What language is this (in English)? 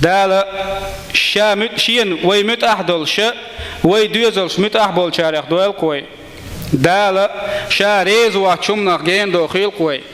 Chechen